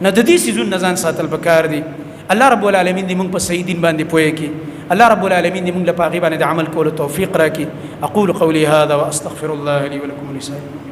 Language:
Pashto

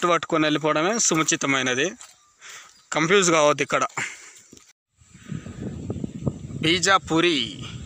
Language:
Telugu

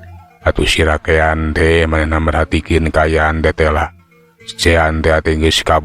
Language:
Sundanese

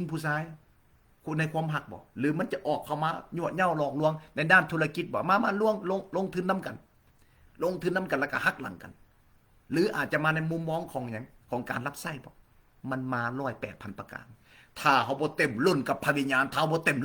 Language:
Lao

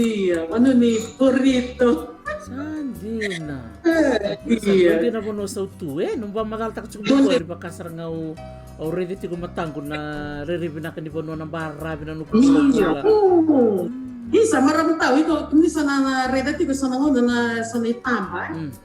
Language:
Fijian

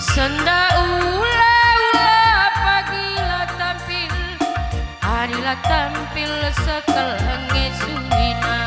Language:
Batak Karo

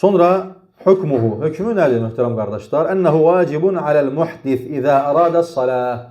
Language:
Azerbaijani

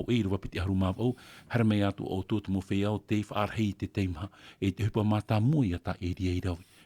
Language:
Tahitian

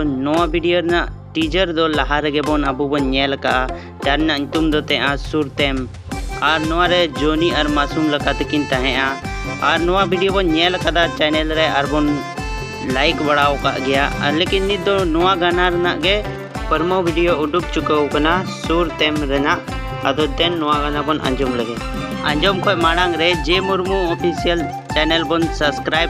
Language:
Santali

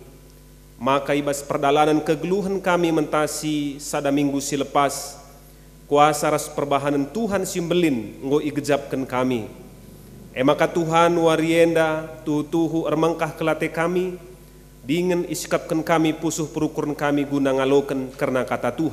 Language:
Batak Karo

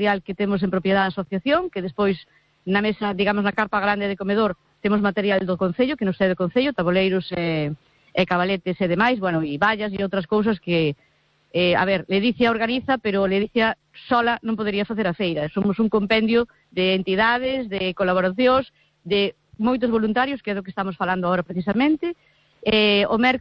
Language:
Galician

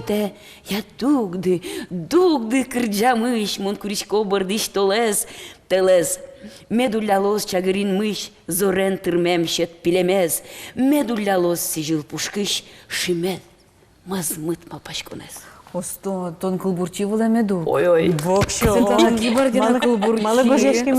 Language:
Udmurt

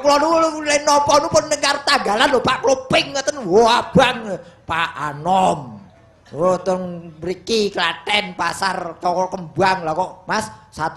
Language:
Javanese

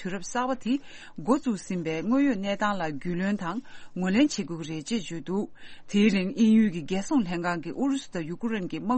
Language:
Tibetan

